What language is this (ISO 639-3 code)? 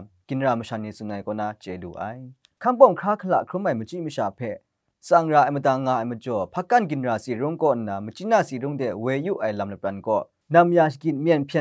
kac